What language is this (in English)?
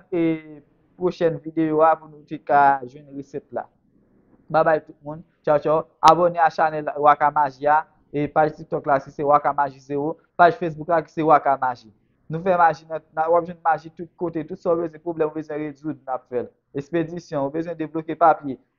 Haitian Creole